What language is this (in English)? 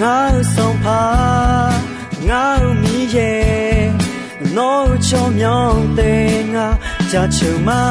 Akha